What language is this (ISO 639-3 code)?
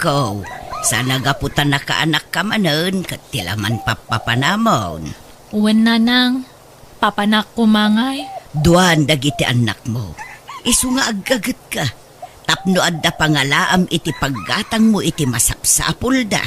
ilo